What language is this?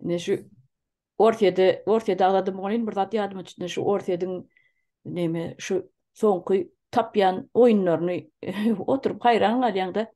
Turkmen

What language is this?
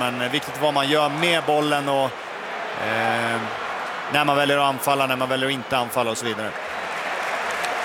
Swedish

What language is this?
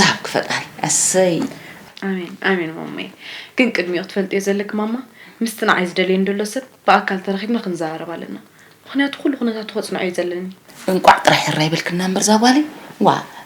Tigrinya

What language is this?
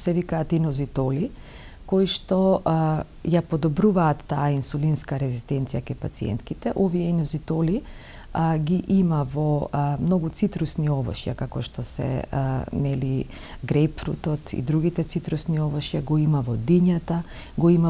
Macedonian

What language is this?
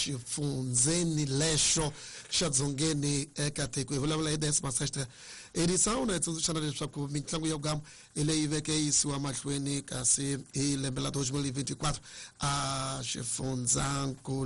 Tsonga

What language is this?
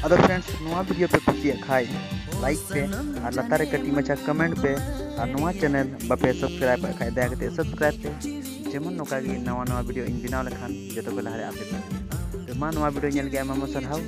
Santali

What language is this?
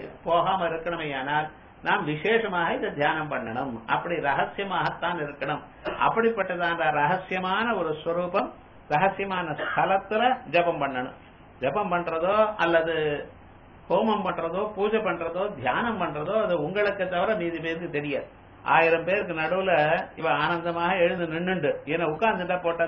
Tamil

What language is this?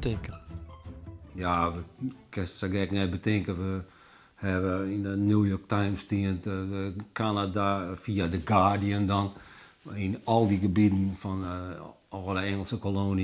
Western Frisian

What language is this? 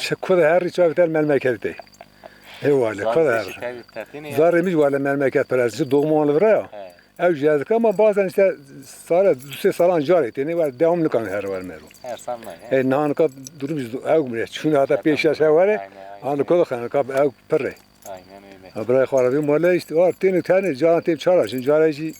Kurdish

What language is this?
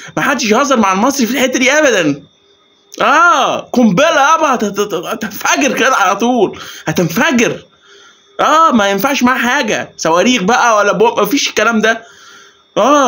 Egyptian Arabic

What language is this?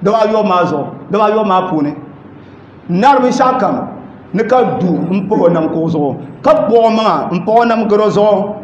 Dagbani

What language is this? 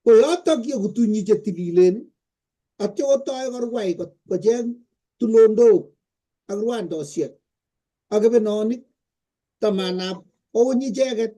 Kalenjin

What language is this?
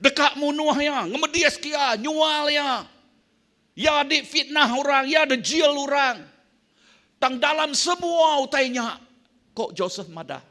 Iban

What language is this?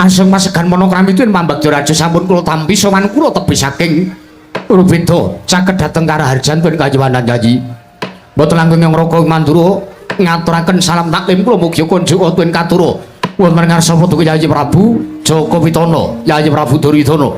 Javanese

